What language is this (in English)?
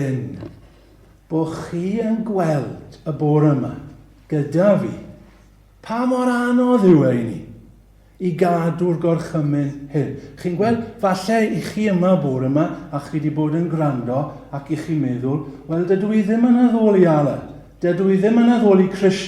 Welsh